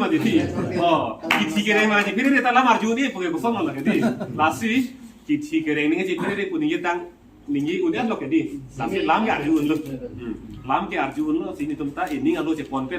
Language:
Karbi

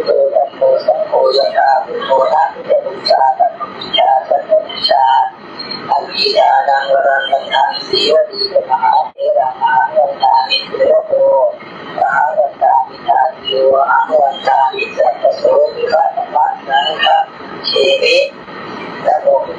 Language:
Pali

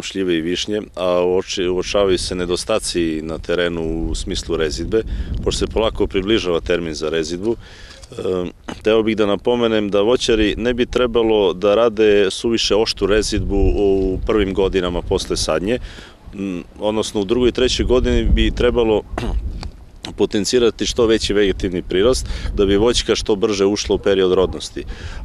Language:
Serbian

